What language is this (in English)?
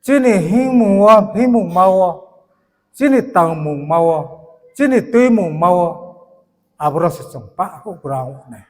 Riang (India)